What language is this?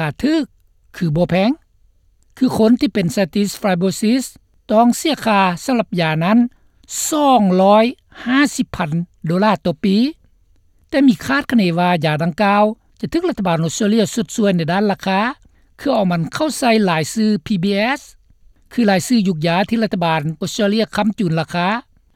Lao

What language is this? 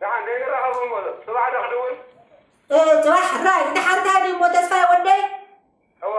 Tigrinya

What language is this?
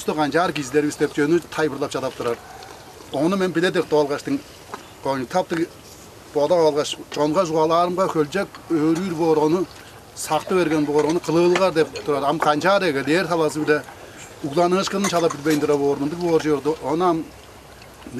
Tuvinian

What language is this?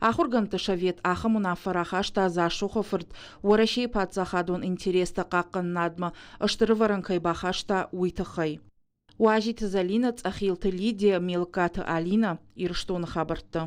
Ossetic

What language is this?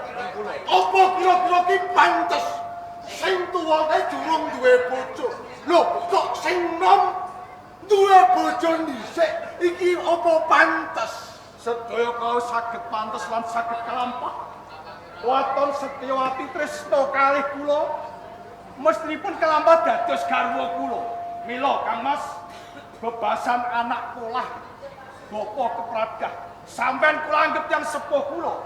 Javanese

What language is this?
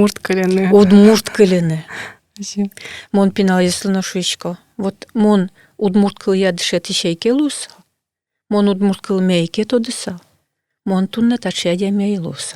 Udmurt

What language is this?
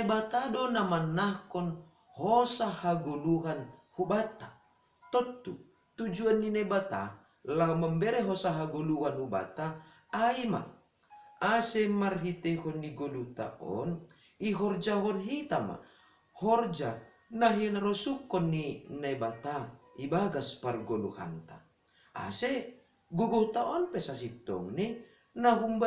Batak Simalungun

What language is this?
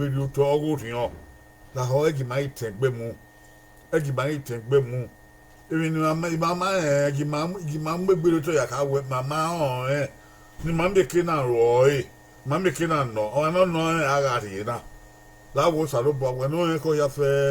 Bini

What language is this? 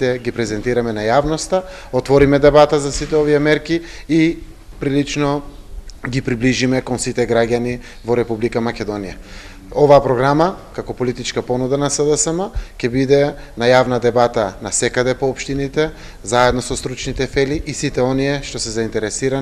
Macedonian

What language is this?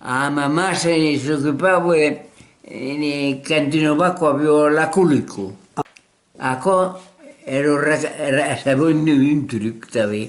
Occitan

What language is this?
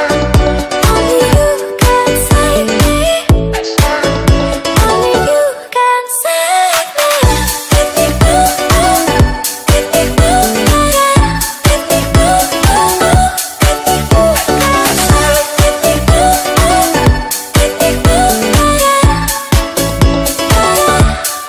English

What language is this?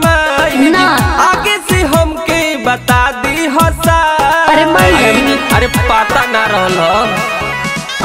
Bhojpuri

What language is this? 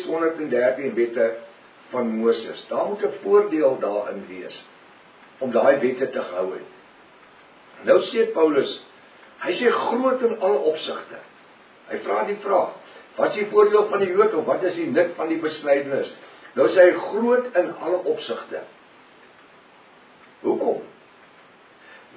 Afrikaans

